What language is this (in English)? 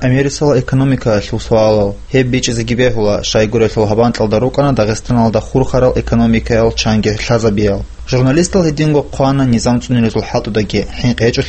Avaric